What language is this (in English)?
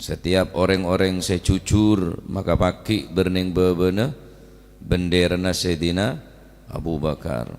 Madurese